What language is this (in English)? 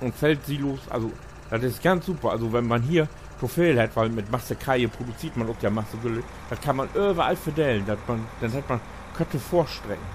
Low German